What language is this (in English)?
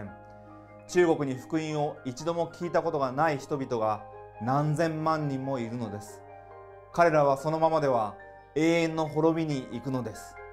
Japanese